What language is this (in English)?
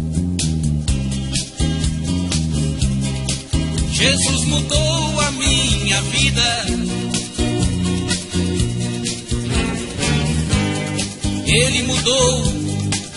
Portuguese